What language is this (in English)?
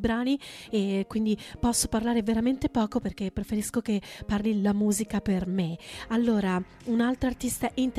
Italian